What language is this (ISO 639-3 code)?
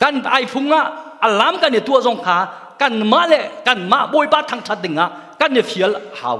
cnh